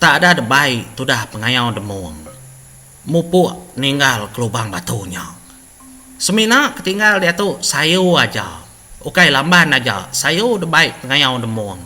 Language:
Iban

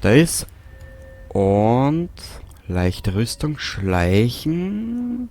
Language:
Bavarian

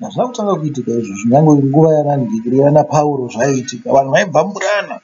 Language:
Shona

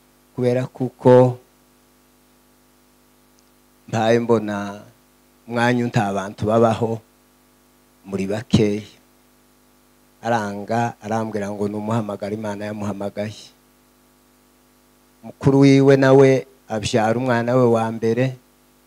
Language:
Kinyarwanda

